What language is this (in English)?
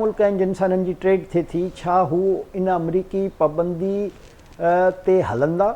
Sindhi